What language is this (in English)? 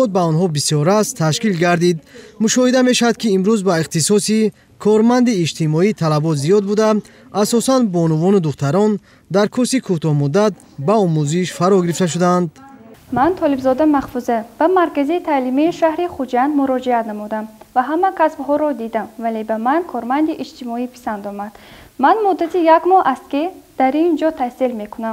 Tajik